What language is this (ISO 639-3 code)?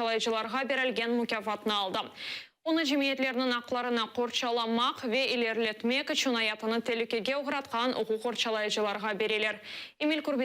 crh